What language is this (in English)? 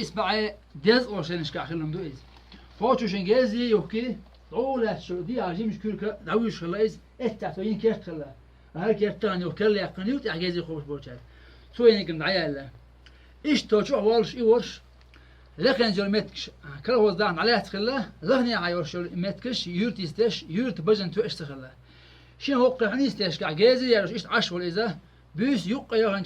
Chechen